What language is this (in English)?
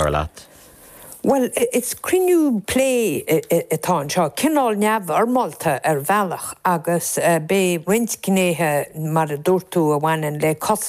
Irish